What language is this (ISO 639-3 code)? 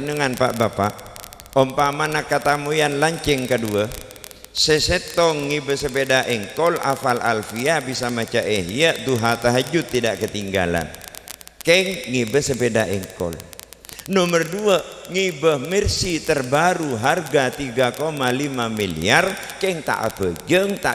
mad